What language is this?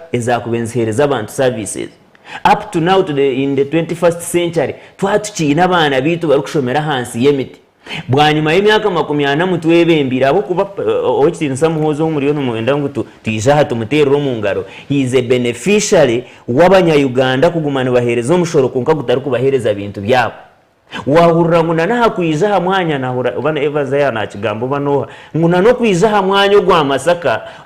Nyankole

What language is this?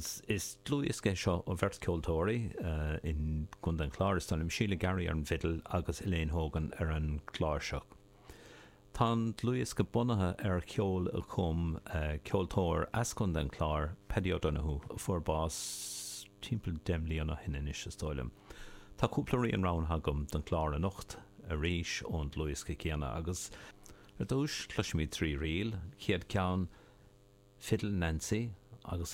Irish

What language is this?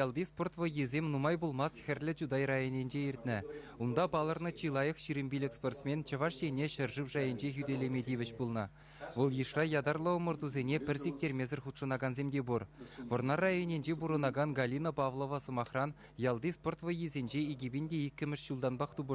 Chuvash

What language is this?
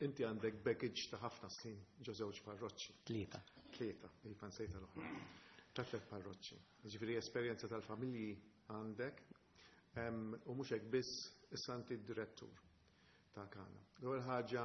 Maltese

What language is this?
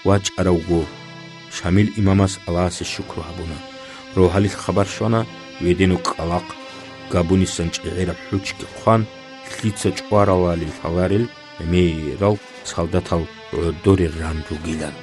Avaric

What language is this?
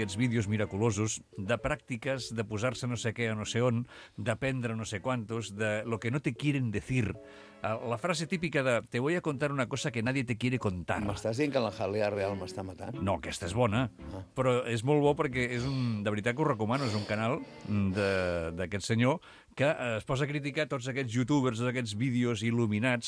Catalan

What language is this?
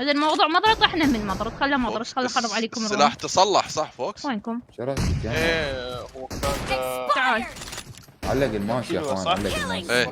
Mesopotamian Arabic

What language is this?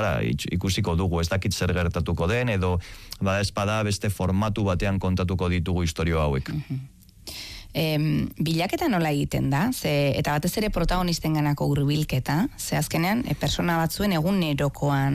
Basque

